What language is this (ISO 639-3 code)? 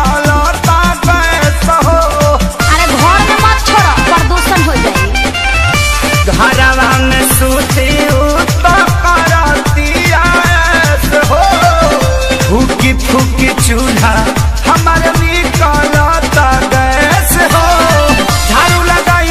bho